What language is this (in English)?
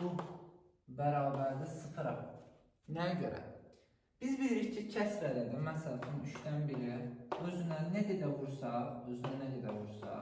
Azerbaijani